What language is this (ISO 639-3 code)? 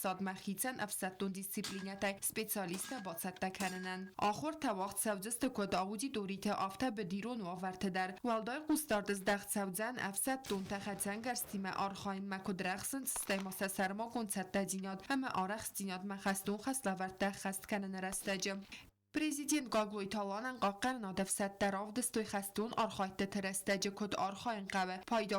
oss